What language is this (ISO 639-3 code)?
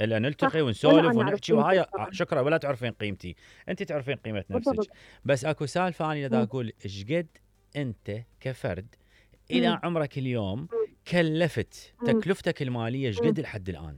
acm